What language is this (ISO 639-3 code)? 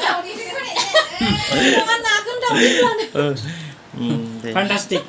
brx